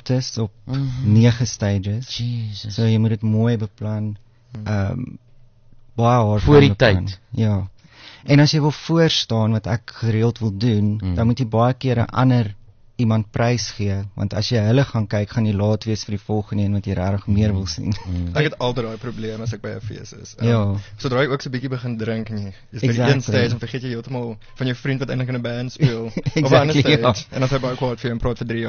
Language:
Afrikaans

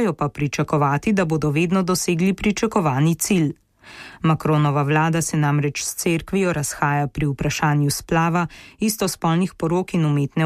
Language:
Slovenian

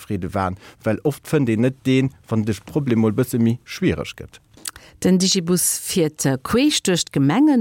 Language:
Luxembourgish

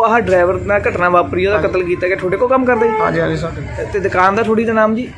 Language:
Punjabi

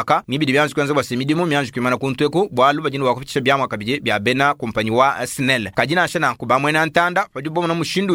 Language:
Luba-Lulua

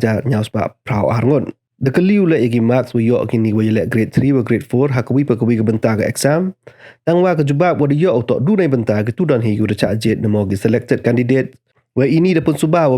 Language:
Pnar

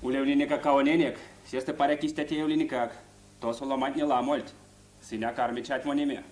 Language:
Erzya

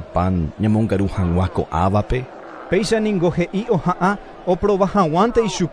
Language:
Guarani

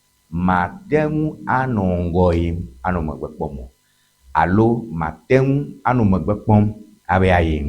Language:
Ewe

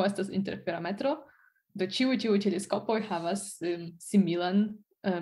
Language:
Esperanto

